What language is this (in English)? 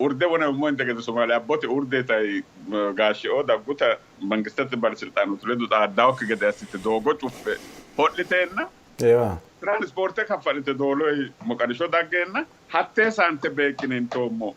Sidamo